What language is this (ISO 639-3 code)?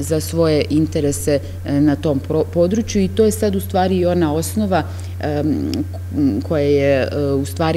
srp